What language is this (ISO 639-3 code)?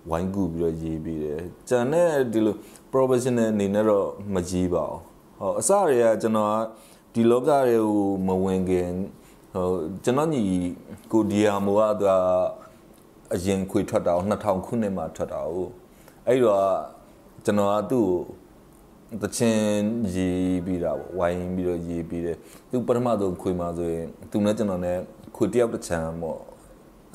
mya